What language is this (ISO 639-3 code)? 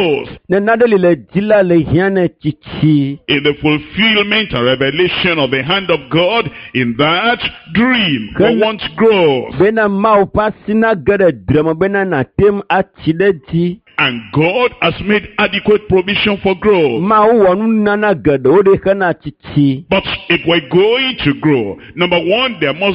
ewe